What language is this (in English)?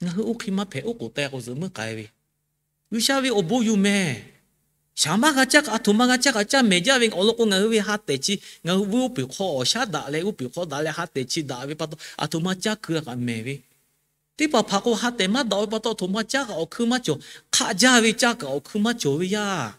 Lahu